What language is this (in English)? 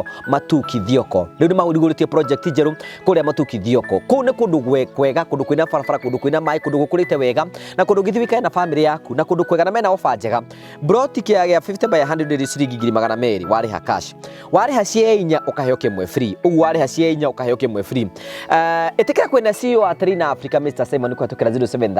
Kikuyu